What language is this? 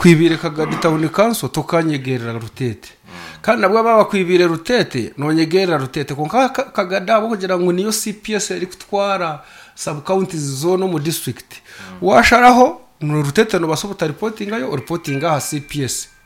Nyankole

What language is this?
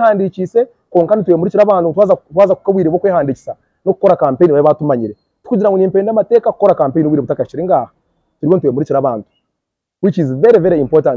Nyankole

